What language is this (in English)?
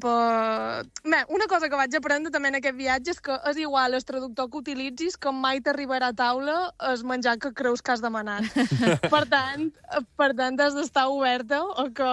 Catalan